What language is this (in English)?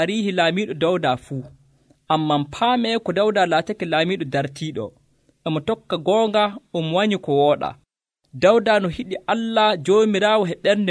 Nigerian Fulfulde